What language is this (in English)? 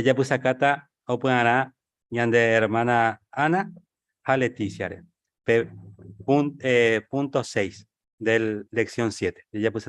Guarani